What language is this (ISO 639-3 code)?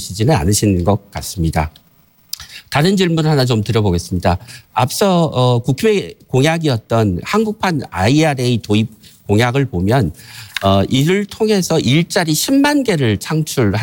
kor